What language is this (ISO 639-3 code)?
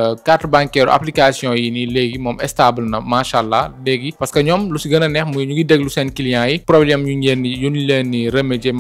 wol